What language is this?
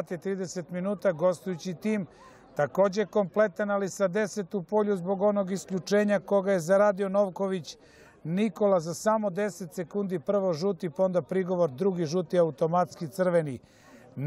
Serbian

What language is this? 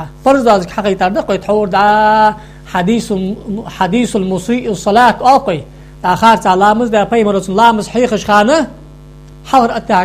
Ingush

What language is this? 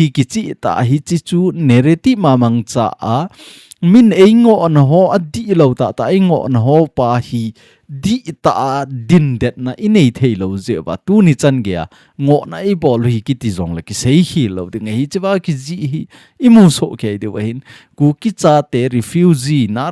Thado Chin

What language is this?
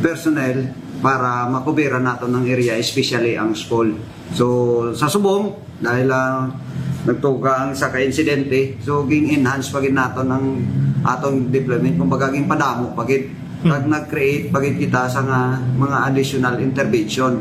Hiligaynon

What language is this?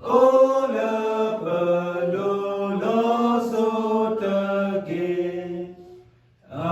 S'gaw Karen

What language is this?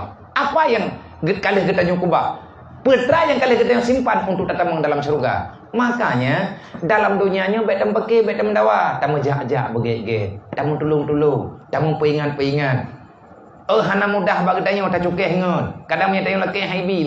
Achinese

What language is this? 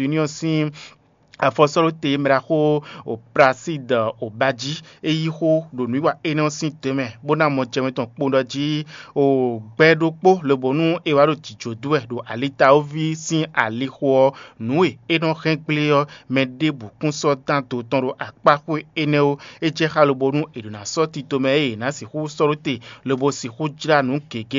Fon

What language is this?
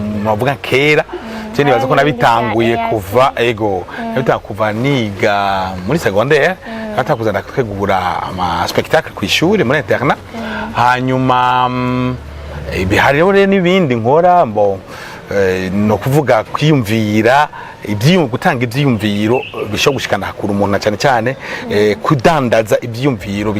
Rundi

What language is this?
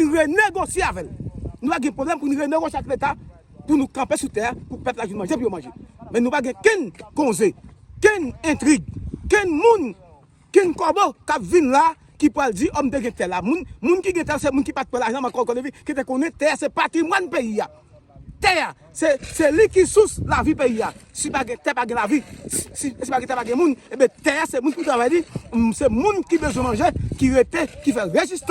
Haitian Creole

